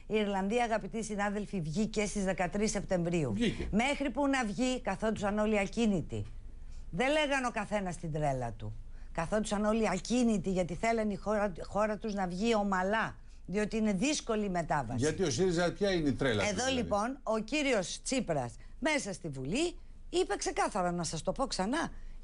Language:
Greek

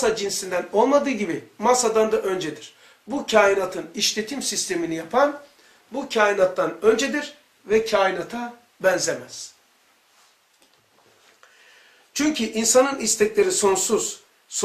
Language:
Turkish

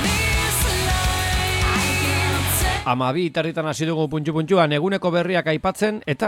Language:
Basque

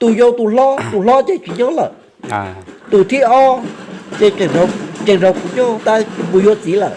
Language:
Hmong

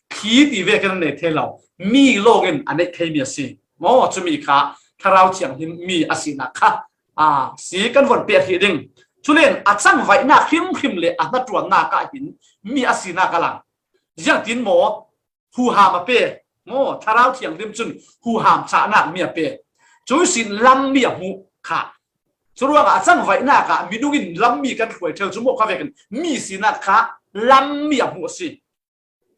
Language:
Falam Chin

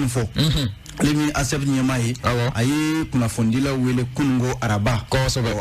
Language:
Bambara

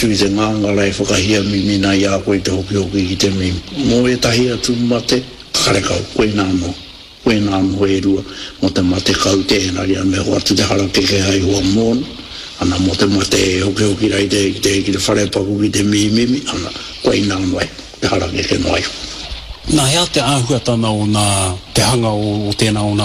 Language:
Māori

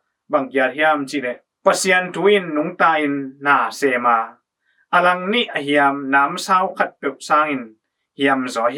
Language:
Tedim Chin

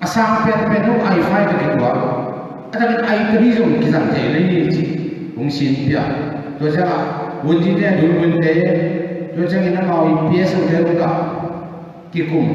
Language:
Tedim Chin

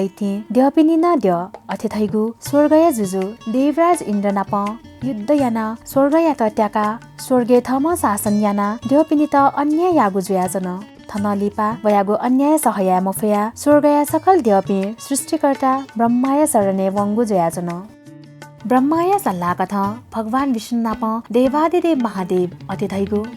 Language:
Newari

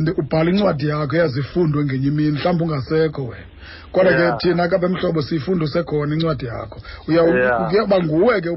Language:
Xhosa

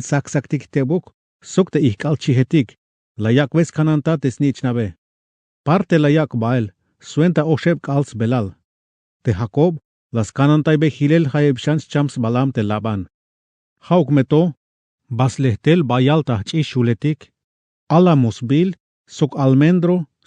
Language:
Tzeltal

